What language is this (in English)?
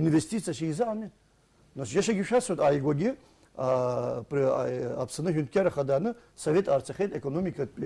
Abkhazian